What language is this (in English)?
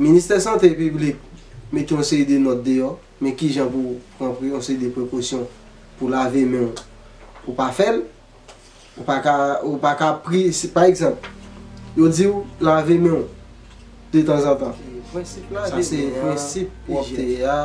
Haitian Creole